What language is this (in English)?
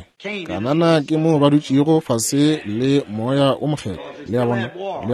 Northern Sotho